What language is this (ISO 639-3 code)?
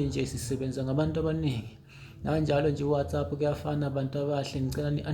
zul